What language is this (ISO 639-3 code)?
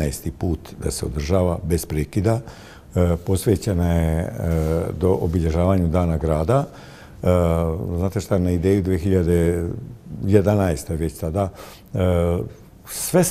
bos